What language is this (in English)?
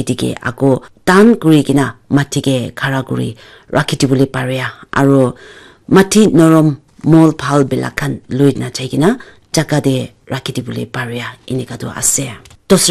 Naga Pidgin